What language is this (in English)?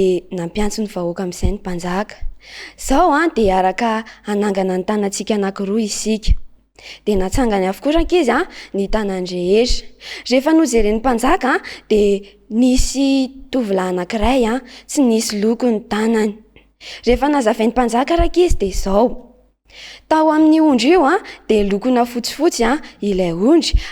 Malagasy